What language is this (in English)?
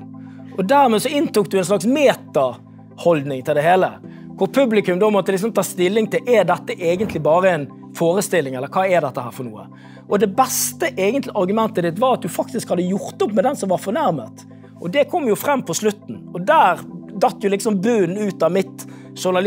Norwegian